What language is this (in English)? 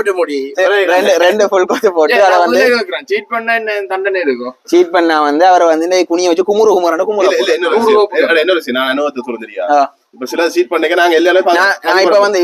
Tamil